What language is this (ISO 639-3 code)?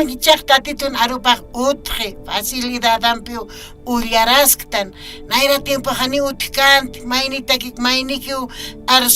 aym